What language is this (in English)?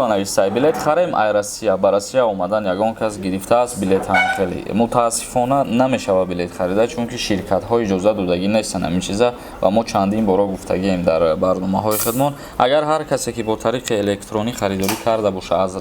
Tajik